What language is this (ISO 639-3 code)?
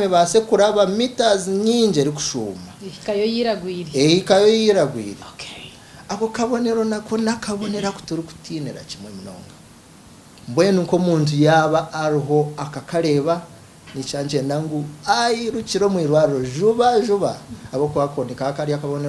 nyn